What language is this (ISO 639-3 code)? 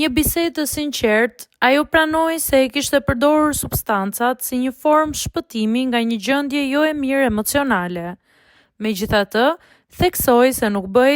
sqi